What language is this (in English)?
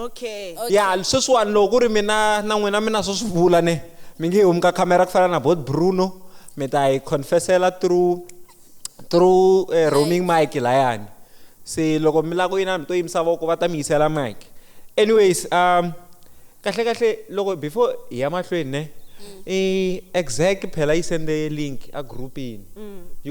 Tsonga